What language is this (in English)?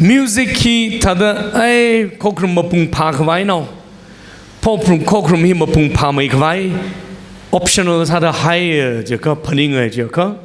Tangkhul Naga (India)